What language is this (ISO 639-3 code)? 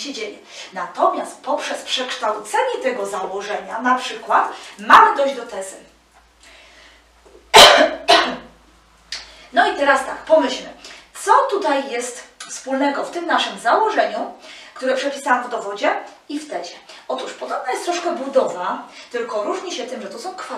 pol